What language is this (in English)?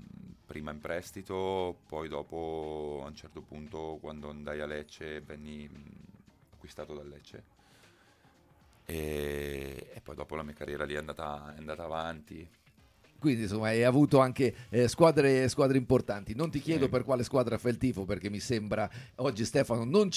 Italian